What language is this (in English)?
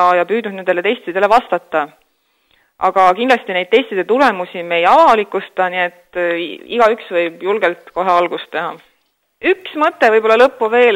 Estonian